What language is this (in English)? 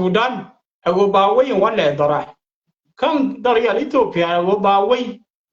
Nuer